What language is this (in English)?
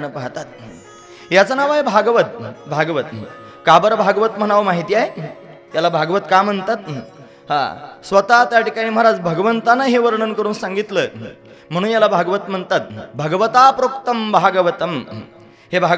Marathi